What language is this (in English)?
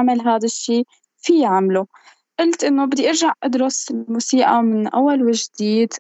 North Levantine Arabic